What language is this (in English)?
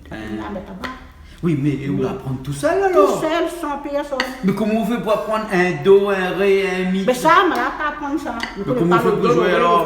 Réunion Creole French